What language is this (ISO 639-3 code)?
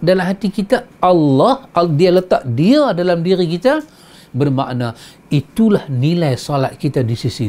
msa